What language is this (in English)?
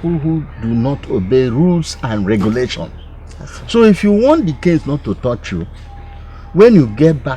Nigerian Pidgin